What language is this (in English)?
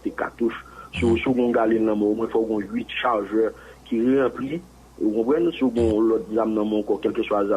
Haitian Creole